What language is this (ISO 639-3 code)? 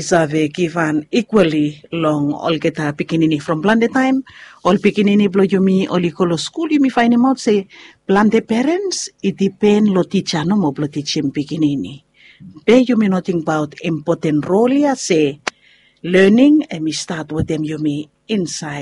bis